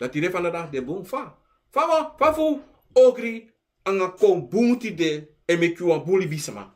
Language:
Sranan Tongo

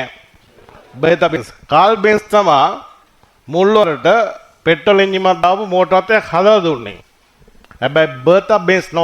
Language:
Sinhala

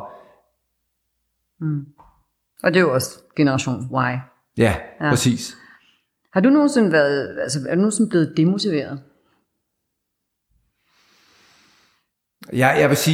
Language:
Danish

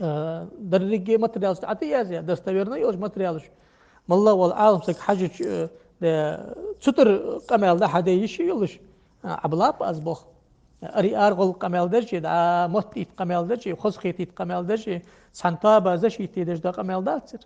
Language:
Ingush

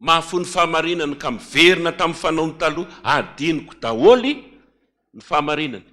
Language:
Malagasy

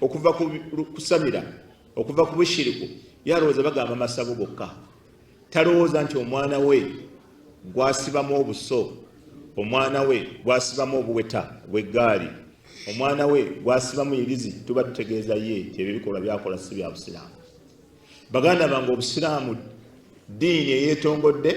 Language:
Ganda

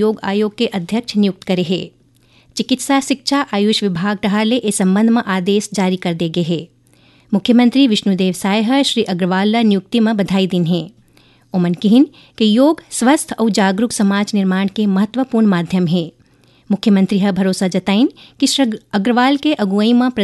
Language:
Chhattisgarhi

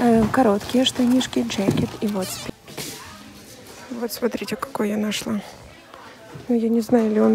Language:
Russian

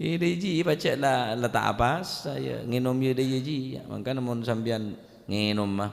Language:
Madurese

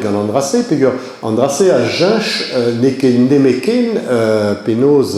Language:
Breton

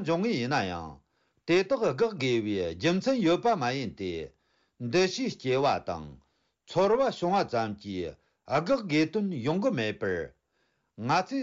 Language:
Tibetan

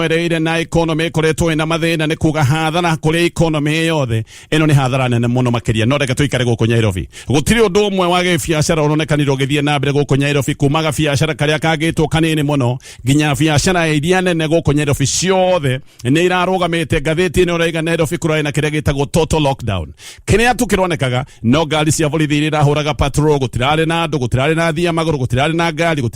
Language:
Kikuyu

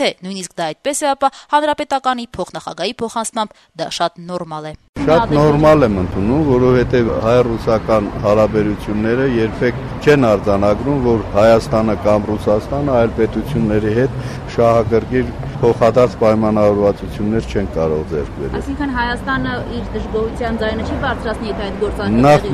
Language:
Armenian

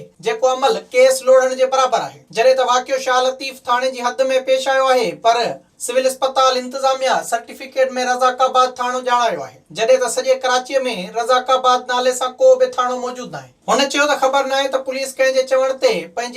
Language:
Sindhi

